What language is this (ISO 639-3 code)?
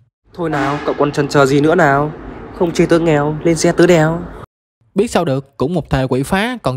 vie